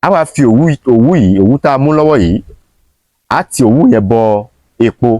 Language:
Yoruba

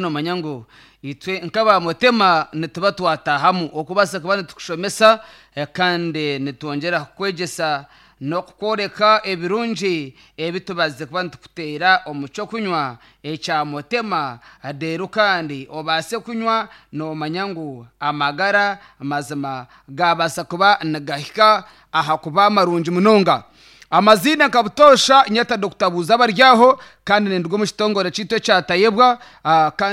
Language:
Nyankole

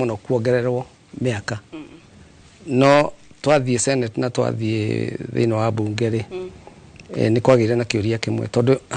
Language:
Kikuyu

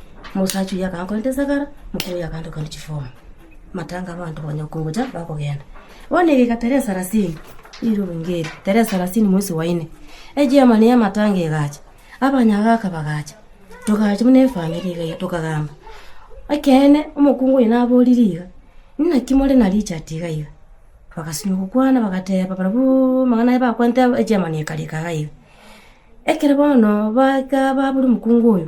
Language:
Gusii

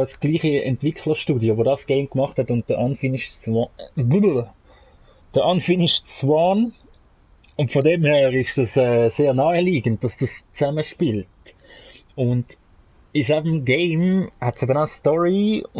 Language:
Swiss German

